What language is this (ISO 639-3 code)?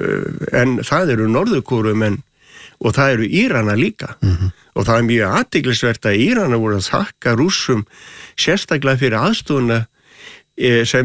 isl